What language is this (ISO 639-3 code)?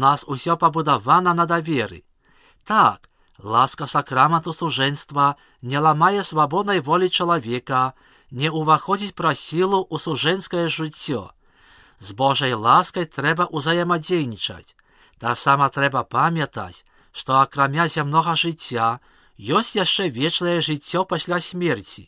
bel